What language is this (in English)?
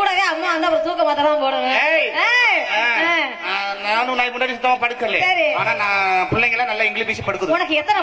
Tamil